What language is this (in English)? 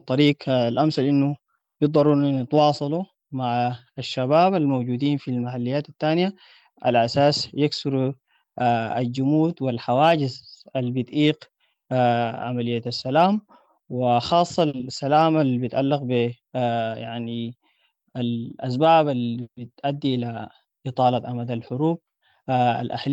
Sudanese Arabic